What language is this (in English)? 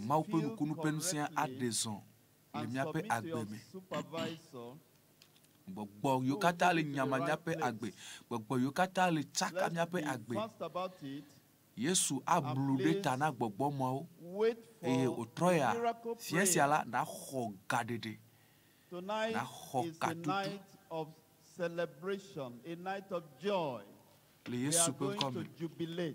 Ewe